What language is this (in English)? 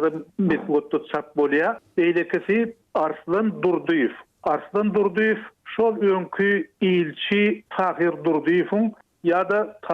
Turkmen